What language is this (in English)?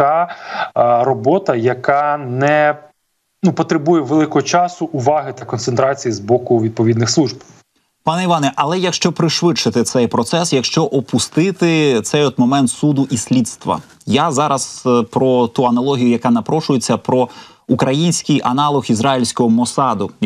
Ukrainian